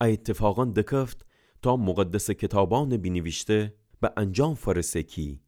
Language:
Gilaki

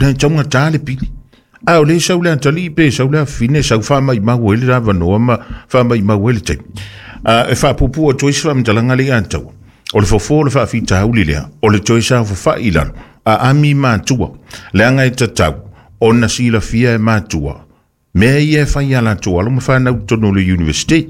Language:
Samoan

